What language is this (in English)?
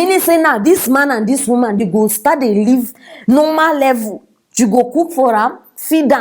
Nigerian Pidgin